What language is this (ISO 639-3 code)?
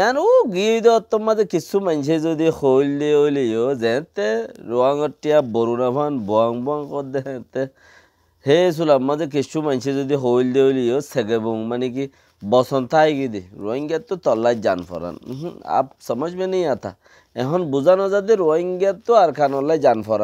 rhg